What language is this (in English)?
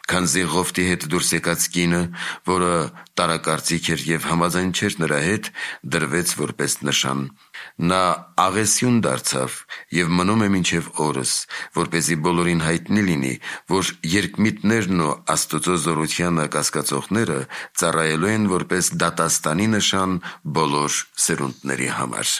Armenian